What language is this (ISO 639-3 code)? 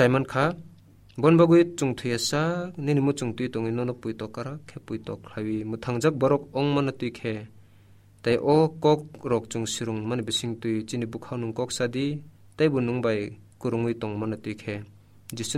trp